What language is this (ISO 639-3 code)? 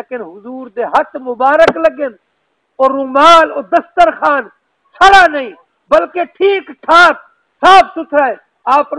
skr